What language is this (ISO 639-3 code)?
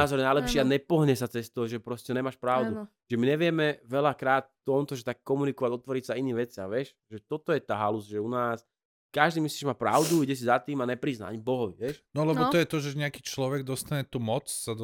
slk